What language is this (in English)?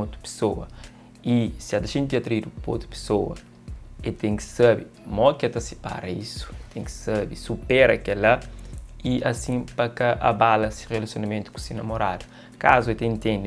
Kabuverdianu